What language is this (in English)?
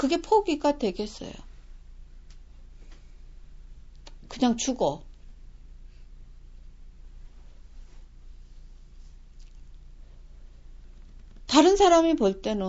Korean